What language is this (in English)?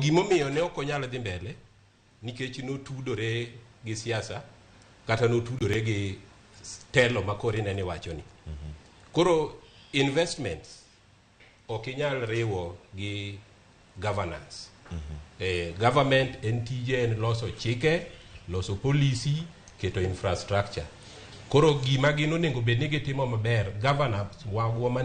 Luo (Kenya and Tanzania)